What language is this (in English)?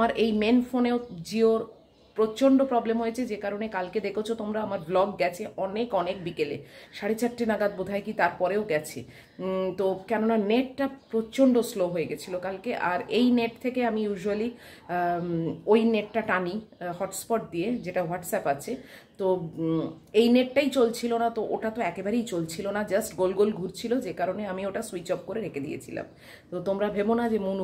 Bangla